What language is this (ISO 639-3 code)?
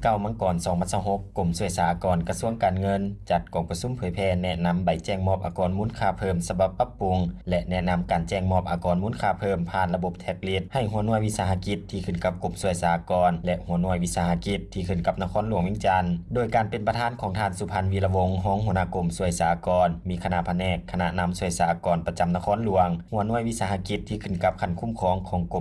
lao